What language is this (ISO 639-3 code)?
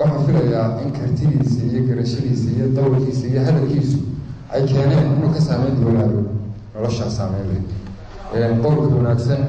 som